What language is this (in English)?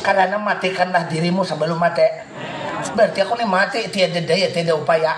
Banjar